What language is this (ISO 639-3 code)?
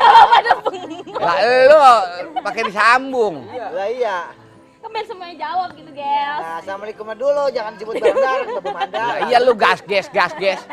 bew